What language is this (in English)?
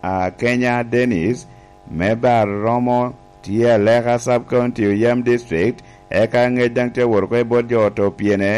Lango (Uganda)